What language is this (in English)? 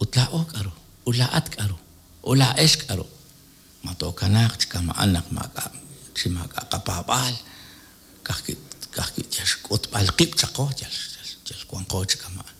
Kekchí